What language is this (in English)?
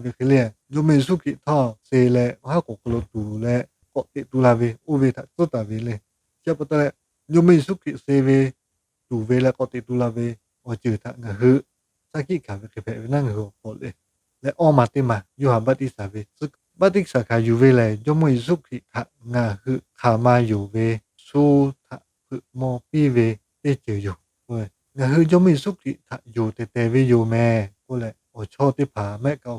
Lahu